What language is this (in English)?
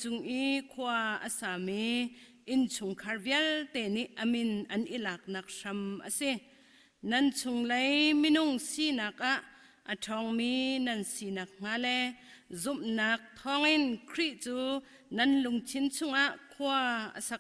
Hakha Chin